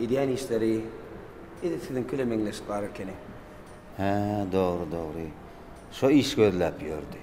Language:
Turkmen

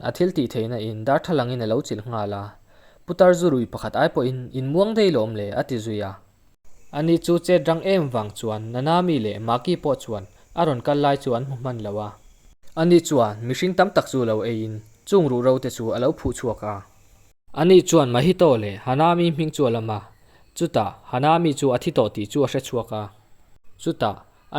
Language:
Mizo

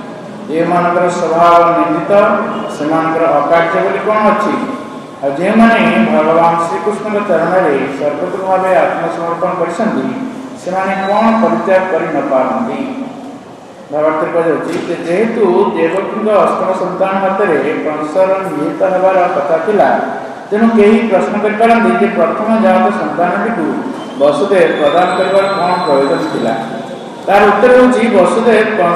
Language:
Odia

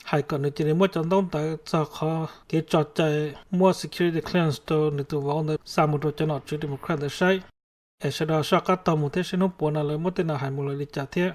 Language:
Hmong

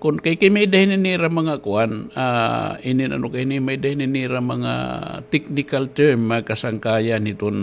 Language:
Waray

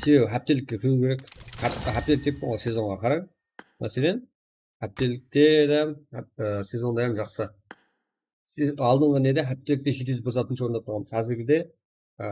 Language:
Kara-Kalpak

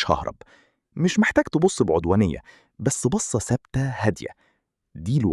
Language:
Egyptian Arabic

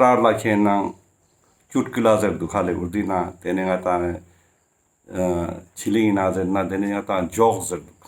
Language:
Ladakhi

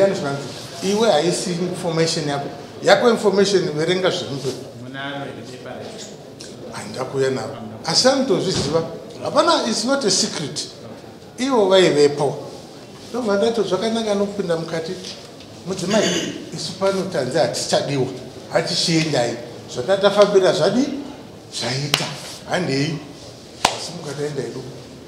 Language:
Shona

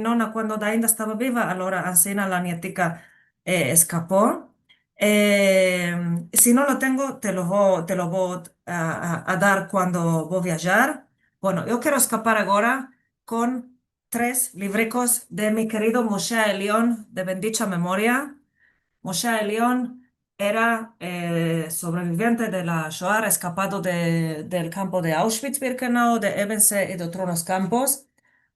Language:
Ladino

